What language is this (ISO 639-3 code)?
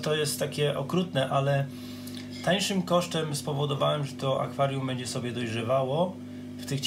pol